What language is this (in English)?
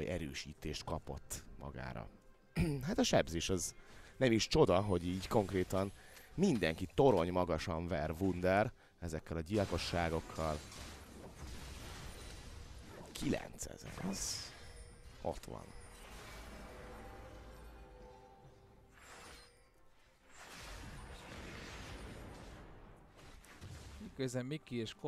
Hungarian